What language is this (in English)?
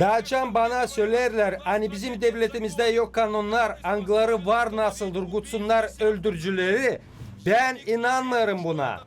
Gagauz